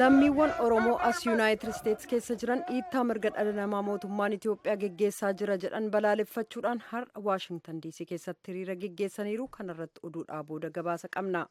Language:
Oromo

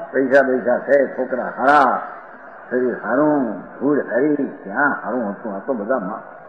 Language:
Gujarati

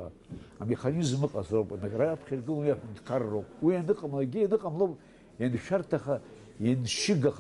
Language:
Abkhazian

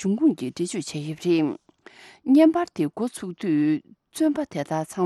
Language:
Tibetan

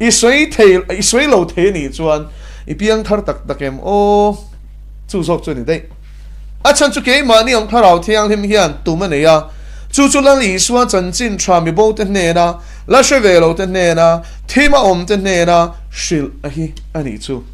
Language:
Mizo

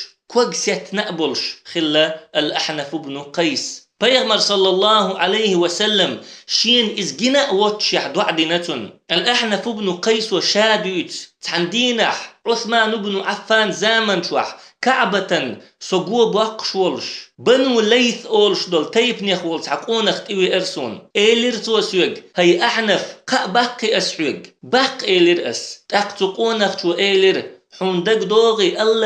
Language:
Chechen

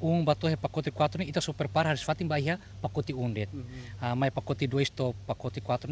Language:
Tetum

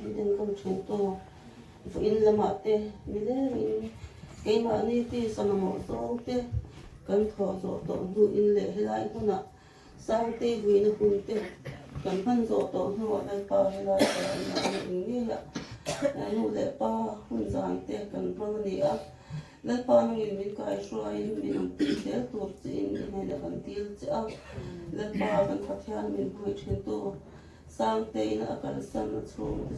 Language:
Mizo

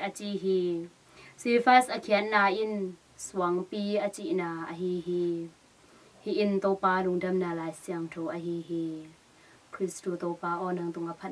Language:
Tedim Chin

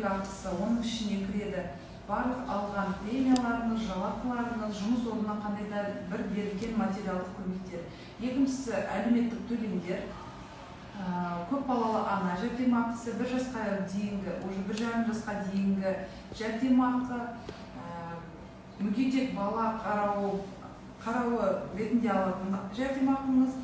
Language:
Kazakh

